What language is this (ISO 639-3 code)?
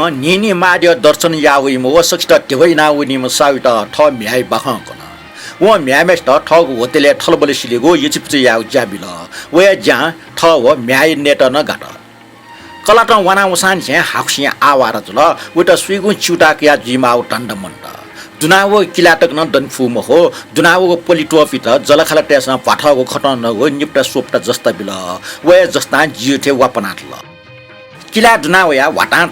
new